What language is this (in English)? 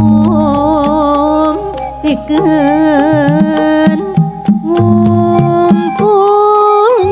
Sundanese